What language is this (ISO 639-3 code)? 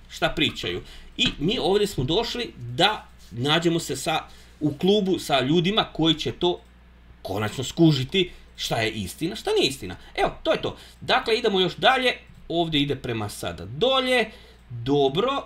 hrv